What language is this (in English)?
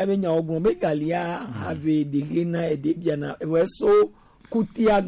Gen